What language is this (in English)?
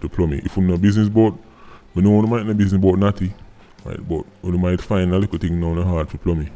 Jamaican Creole English